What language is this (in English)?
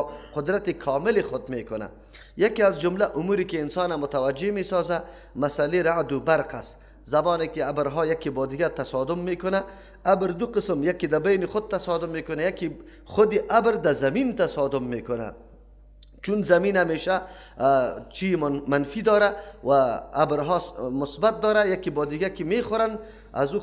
Persian